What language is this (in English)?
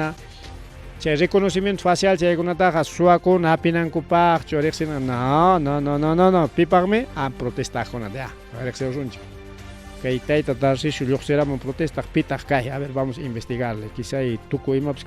Ayacucho Quechua